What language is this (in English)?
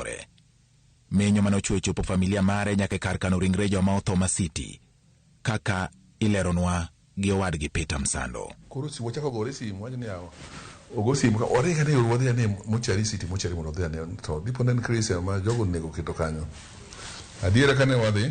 Luo (Kenya and Tanzania)